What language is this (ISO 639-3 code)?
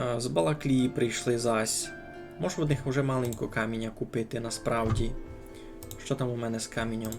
rue